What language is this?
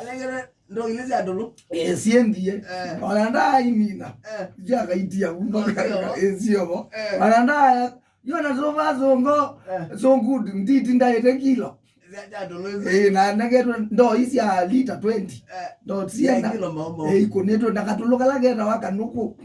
Kamba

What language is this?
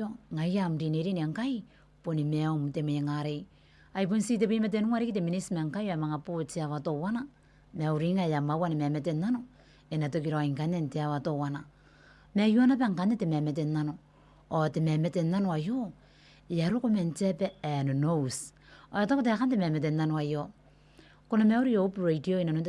Gilbertese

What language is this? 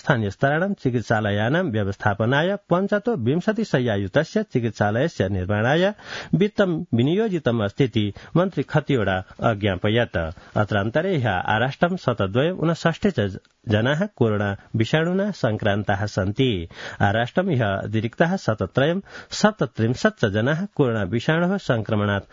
Sanskrit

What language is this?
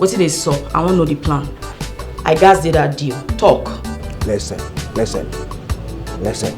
Nigerian Pidgin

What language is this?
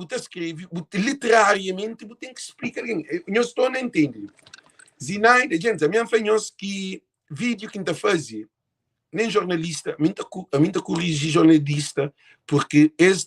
Kabuverdianu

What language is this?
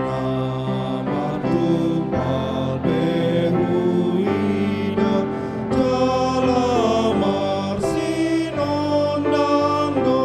Batak Toba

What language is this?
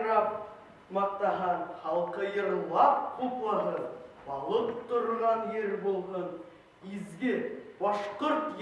Bashkir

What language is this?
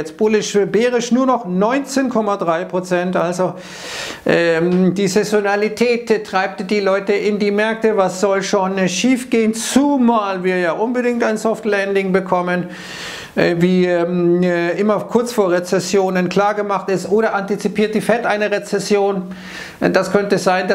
German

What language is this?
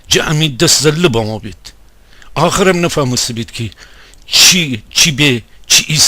Gilaki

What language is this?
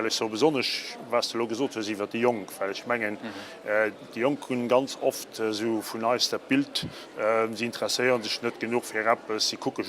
Luxembourgish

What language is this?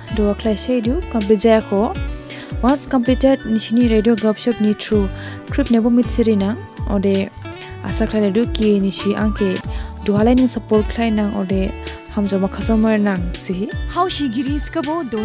Dimasa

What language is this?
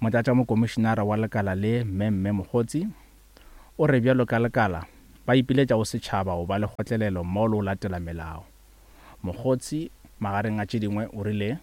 Northern Sotho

